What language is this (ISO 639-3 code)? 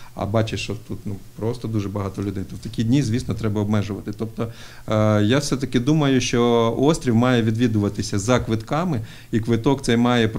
ukr